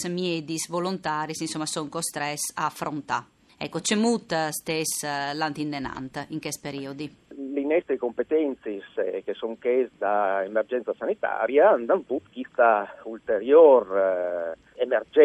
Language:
Friulian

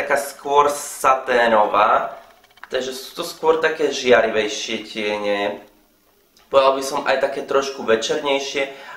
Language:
Slovak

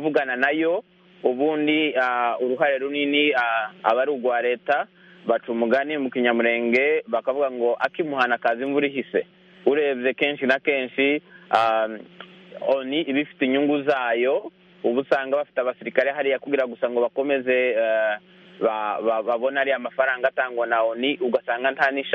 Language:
Kinyarwanda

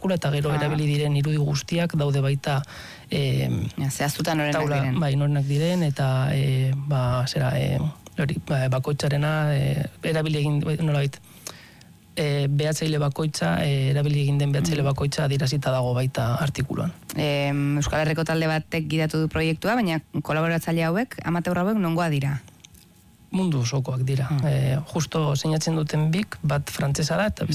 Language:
Basque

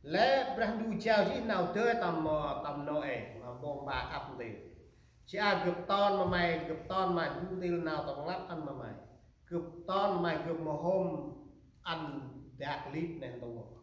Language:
Central Mnong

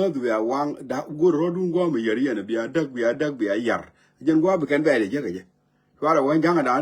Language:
Nuer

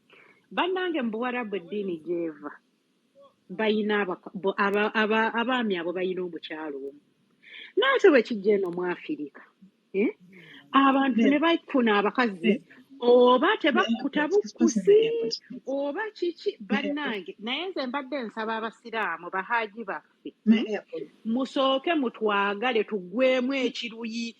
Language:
Ganda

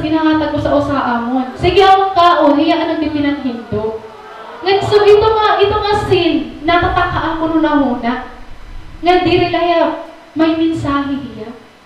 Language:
Waray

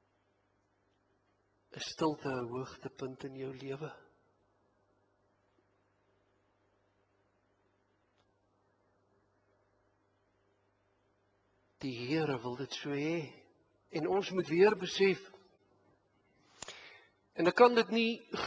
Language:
Afrikaans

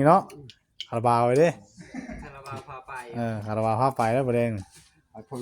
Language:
Northeastern Thai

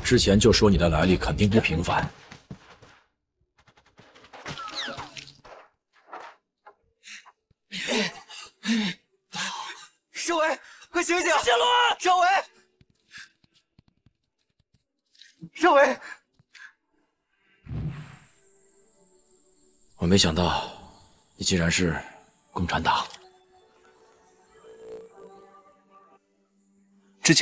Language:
Chinese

